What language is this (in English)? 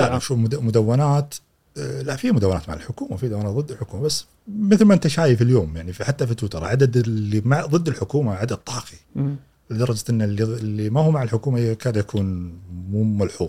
Gulf Arabic